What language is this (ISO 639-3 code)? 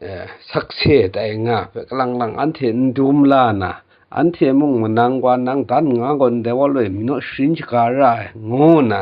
kac